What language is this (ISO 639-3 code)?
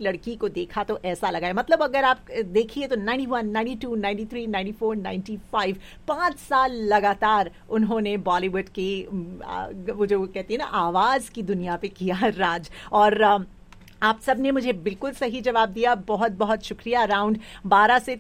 hin